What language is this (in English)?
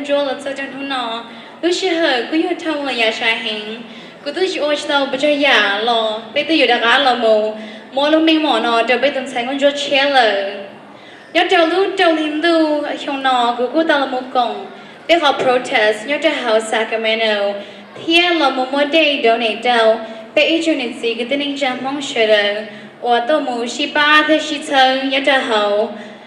Hmong